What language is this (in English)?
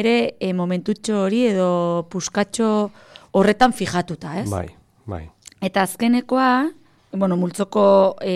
Basque